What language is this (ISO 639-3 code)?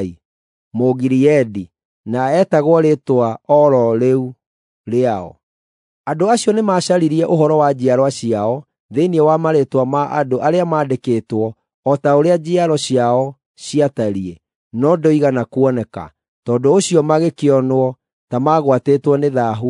kik